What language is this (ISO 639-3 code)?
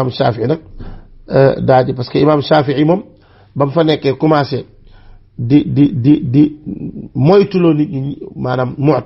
wol